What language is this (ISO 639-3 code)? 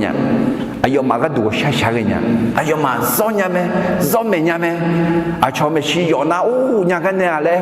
ahk